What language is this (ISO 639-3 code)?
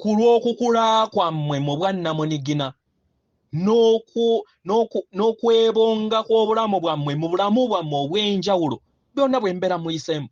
lug